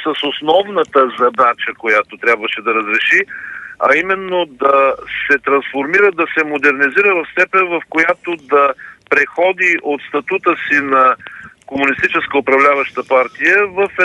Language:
Bulgarian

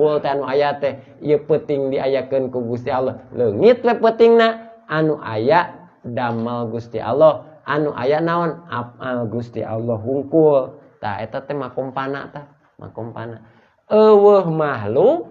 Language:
Sundanese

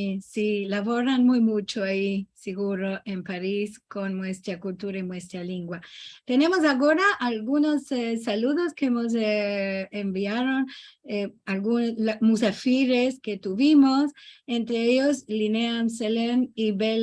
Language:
Ladino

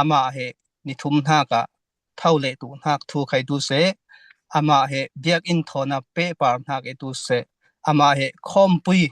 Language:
Falam Chin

